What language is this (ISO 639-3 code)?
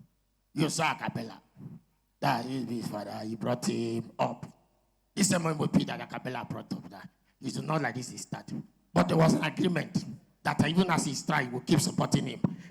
pcm